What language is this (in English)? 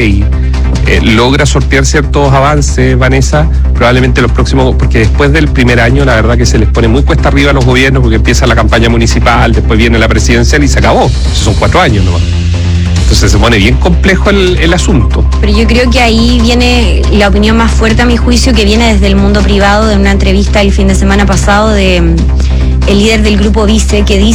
Spanish